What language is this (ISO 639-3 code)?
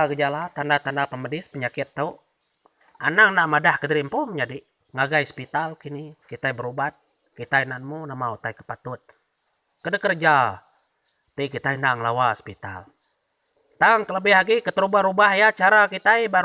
iba